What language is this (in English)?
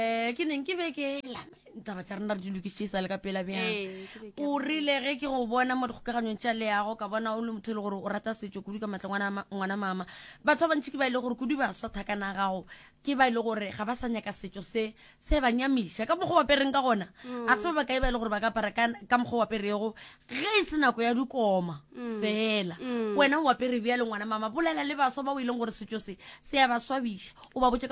Northern Sotho